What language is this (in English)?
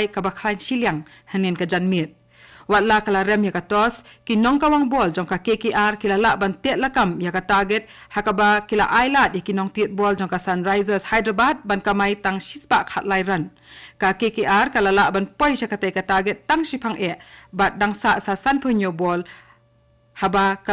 Khasi